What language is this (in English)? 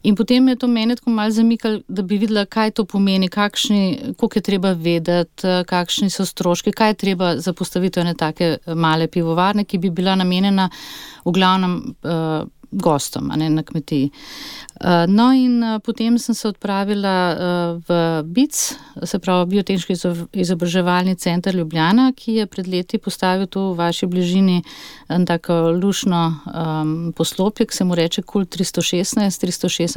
Slovenian